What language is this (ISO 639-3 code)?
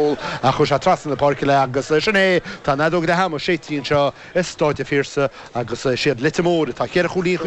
gle